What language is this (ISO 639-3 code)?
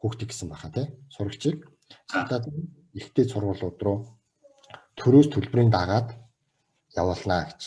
mon